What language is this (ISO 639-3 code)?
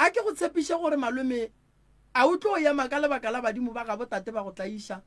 nso